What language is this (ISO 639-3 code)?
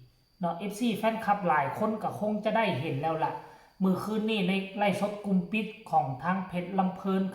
lao